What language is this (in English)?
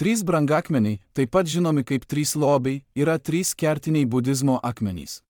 Lithuanian